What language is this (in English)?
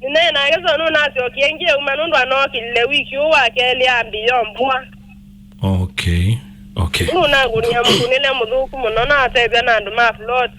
Kamba